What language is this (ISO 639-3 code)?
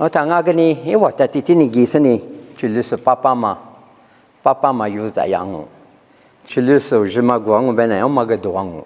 lis